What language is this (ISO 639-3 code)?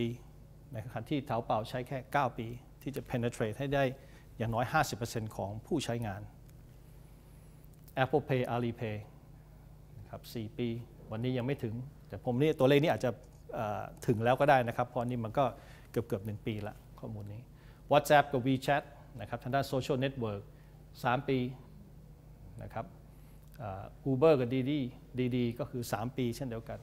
tha